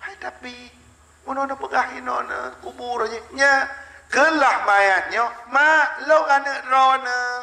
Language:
Achinese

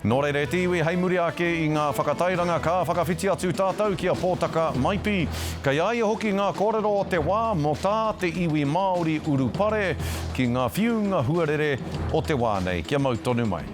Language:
Māori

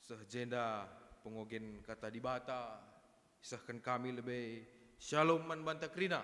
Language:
Batak Karo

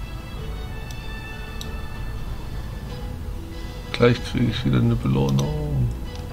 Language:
German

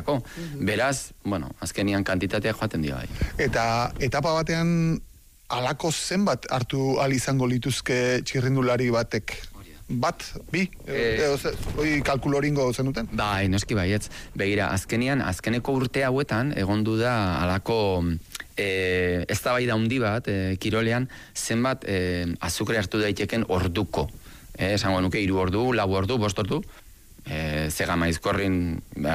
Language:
Basque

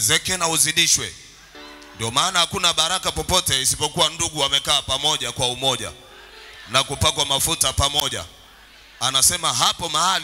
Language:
Swahili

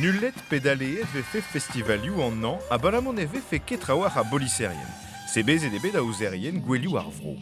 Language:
Breton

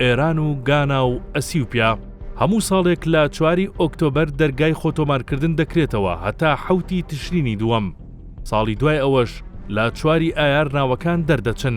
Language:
Central Kurdish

